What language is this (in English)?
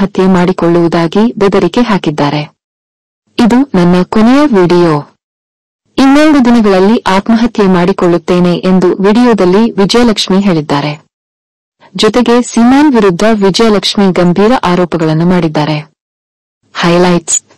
Kannada